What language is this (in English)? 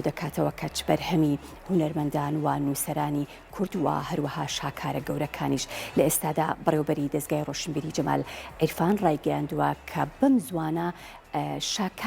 Central Kurdish